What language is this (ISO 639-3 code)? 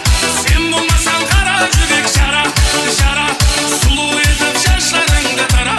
kaa